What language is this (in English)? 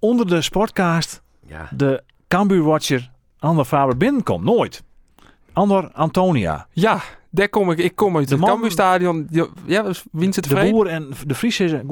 Western Frisian